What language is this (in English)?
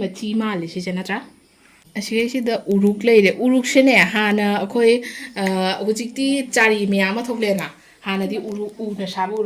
Manipuri